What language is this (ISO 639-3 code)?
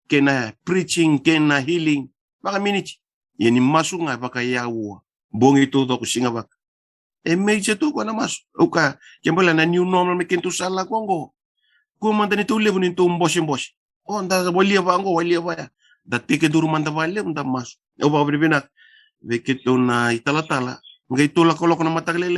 fij